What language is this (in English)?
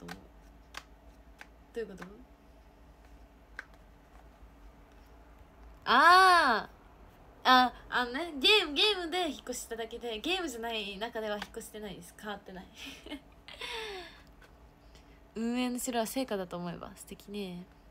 Japanese